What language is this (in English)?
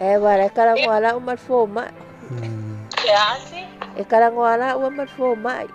Samoan